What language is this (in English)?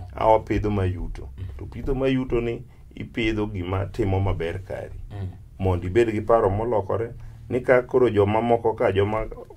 Luo (Kenya and Tanzania)